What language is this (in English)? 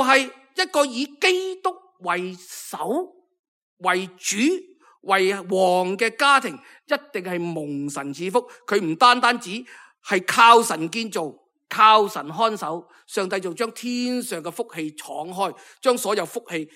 Cantonese